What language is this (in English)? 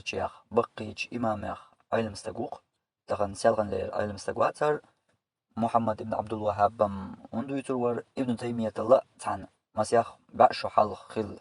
Chechen